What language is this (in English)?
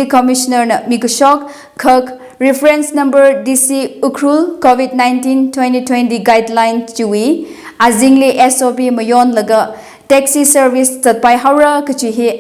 Tangkhul Naga (India)